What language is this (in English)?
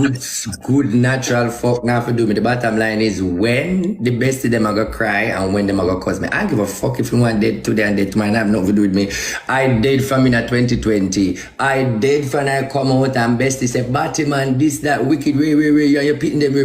Jamaican Creole English